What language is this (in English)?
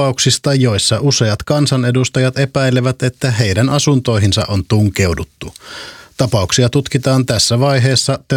Finnish